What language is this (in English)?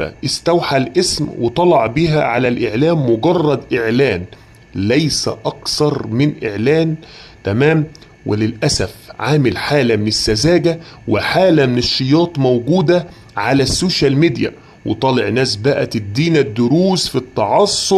Egyptian Arabic